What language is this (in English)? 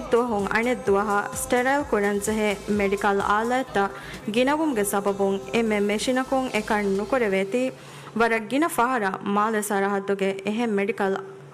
Divehi